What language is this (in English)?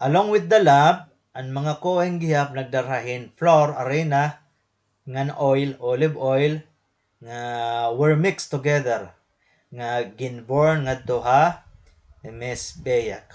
Waray